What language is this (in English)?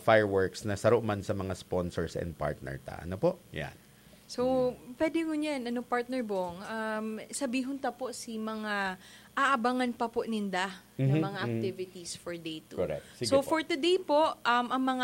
Bikol